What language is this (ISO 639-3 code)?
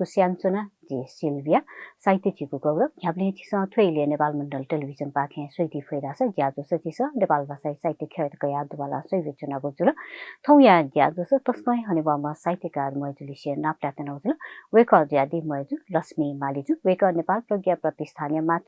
new